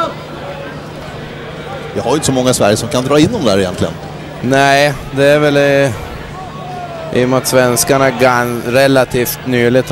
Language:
Swedish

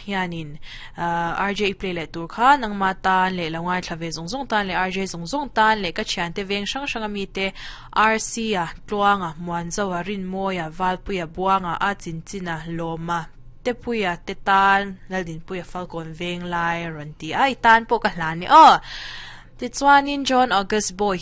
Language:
Mizo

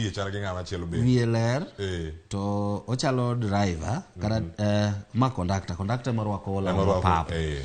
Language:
Luo (Kenya and Tanzania)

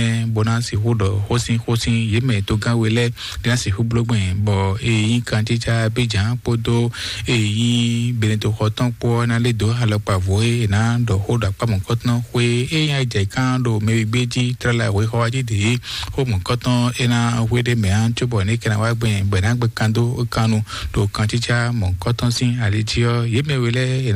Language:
Fon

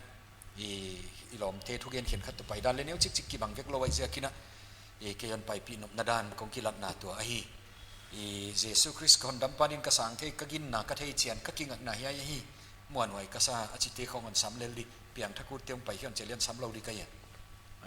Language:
Paite Chin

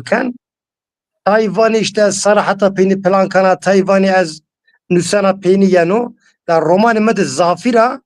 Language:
Zaza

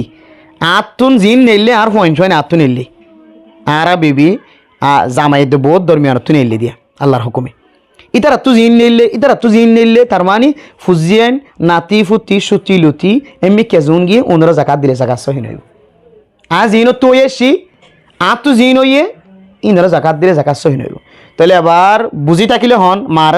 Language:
Rohingya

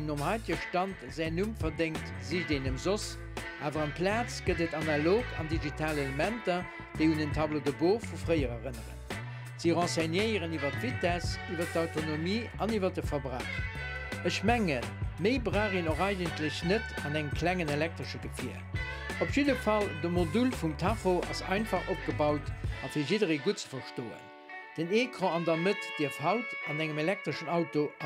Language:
Luxembourgish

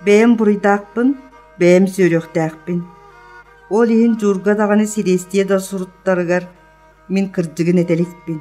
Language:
Yakut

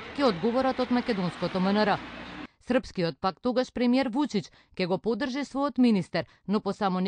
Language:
Macedonian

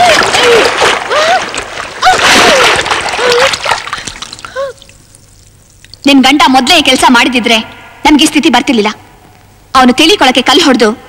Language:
Kannada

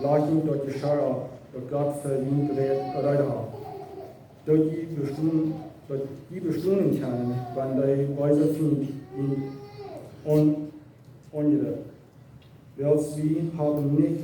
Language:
Plautdietsch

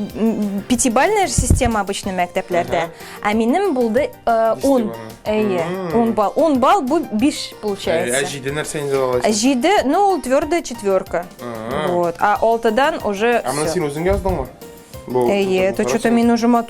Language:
Tatar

